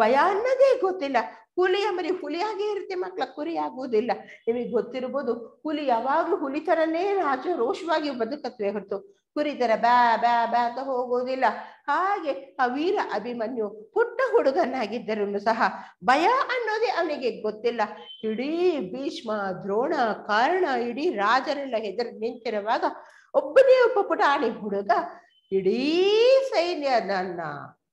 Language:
Kannada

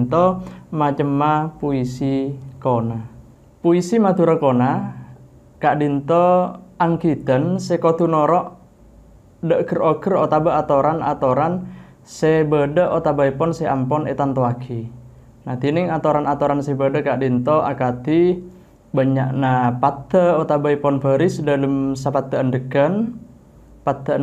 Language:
Madurese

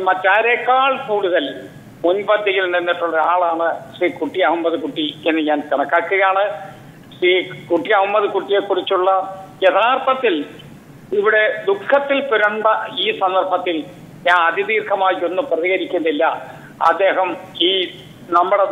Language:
Malayalam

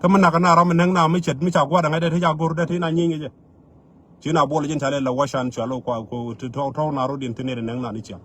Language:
Nuer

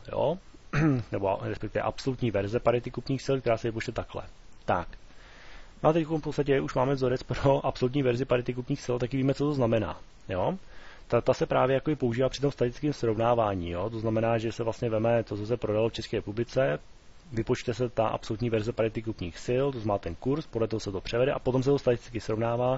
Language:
Czech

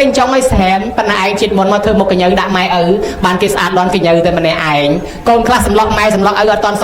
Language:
Khmer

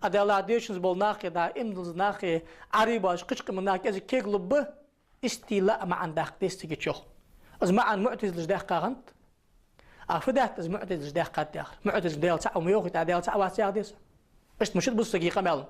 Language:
Ingush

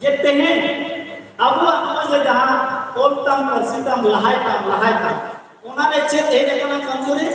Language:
Santali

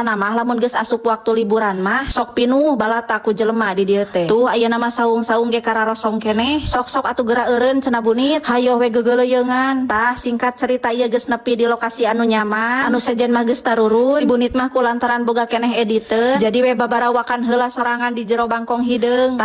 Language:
Sundanese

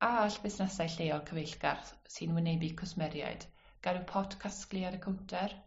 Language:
Welsh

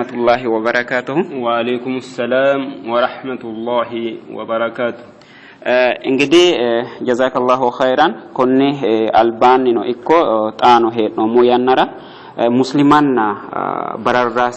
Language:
Sidamo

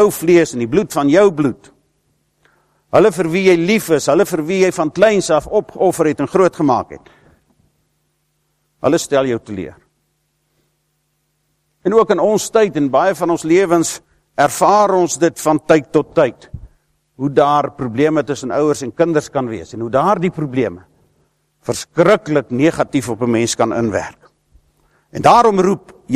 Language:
Afrikaans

